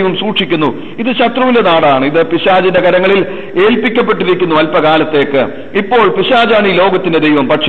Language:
Malayalam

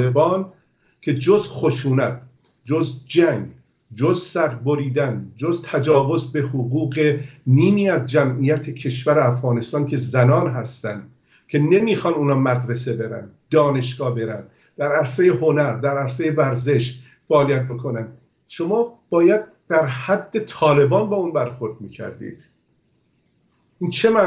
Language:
Persian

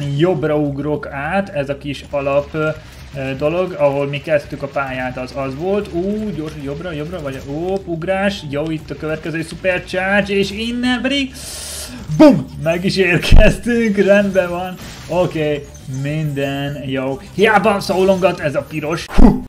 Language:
Hungarian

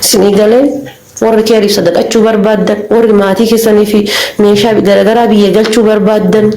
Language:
Oromo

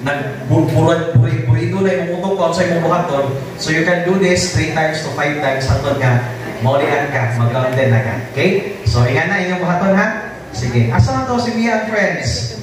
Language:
Cebuano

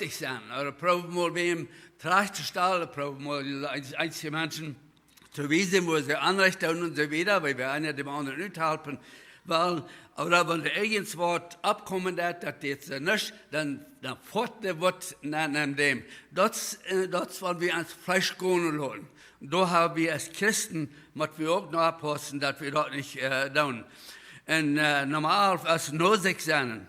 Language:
Plautdietsch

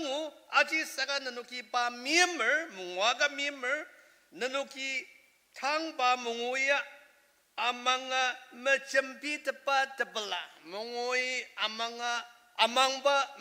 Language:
Ao Naga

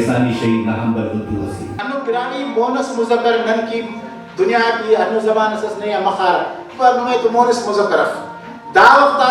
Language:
Brahui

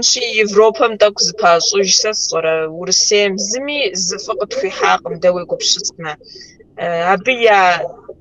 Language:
Kabardian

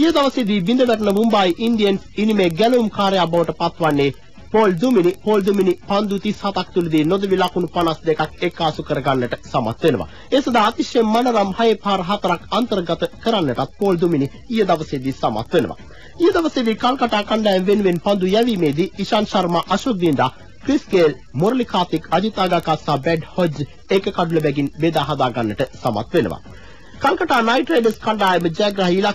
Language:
Sinhala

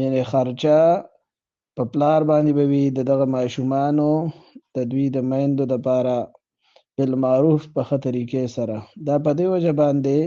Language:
Pashto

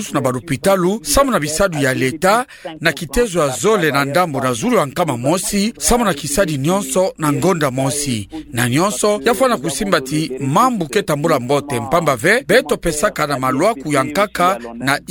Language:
Kituba (Democratic Republic of Congo)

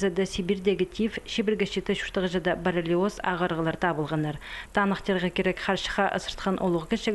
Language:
Khakas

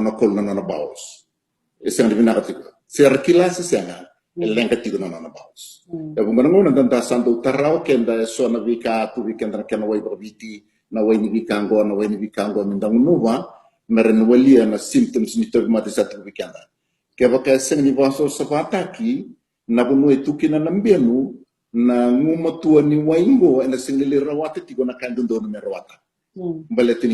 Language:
Fijian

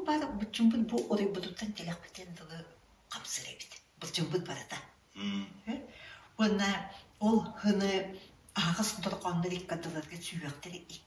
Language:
Yakut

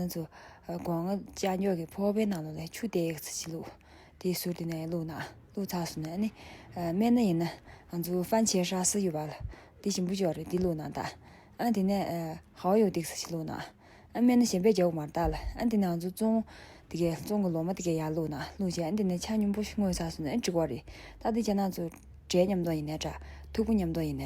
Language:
Tibetan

